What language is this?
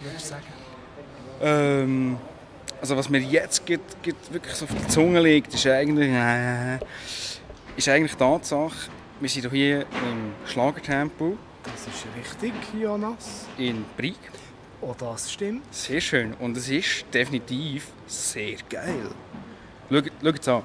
Swiss German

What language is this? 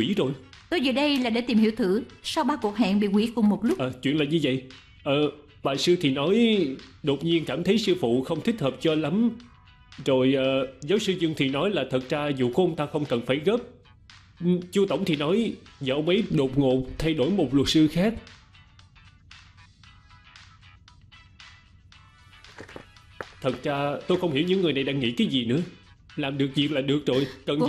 Vietnamese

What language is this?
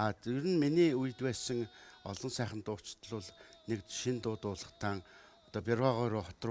Mongolian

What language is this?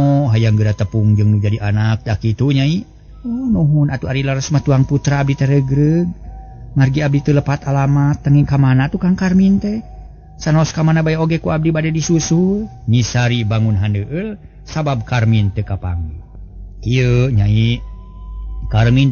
Sundanese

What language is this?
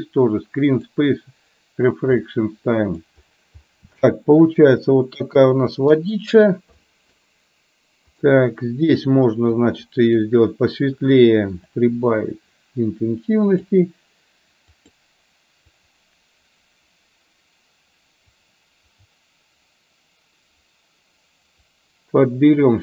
Russian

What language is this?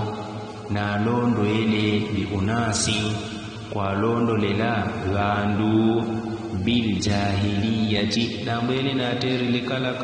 Yao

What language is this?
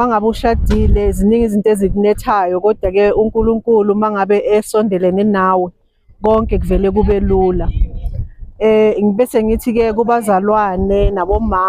Zulu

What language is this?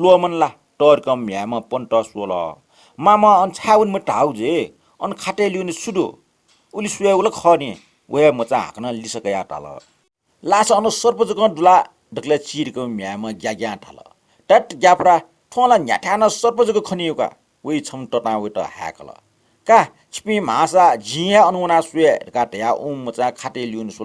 Newari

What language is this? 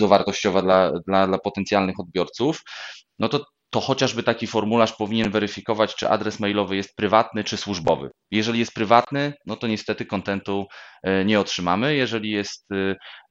Polish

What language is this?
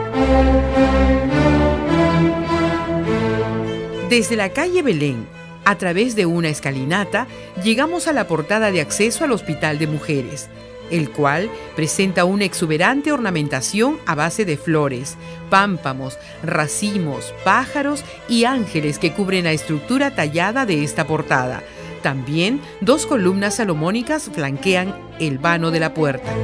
Spanish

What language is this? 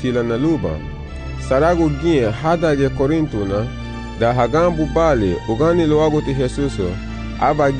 Garifuna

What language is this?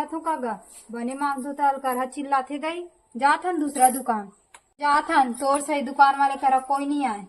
Chhattisgarhi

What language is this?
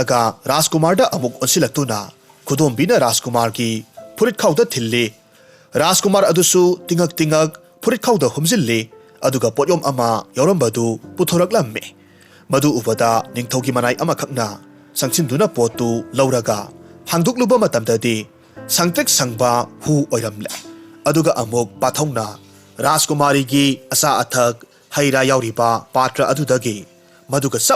Manipuri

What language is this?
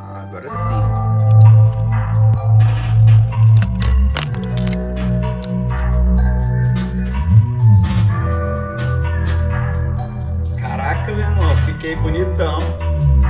Portuguese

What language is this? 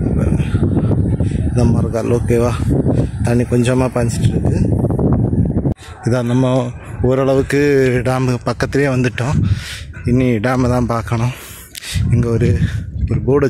Tamil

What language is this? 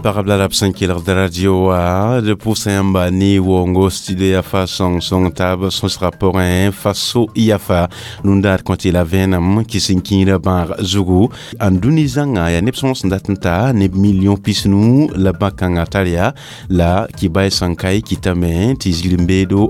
Mossi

